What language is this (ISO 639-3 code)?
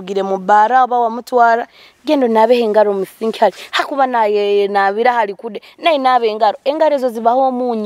nyo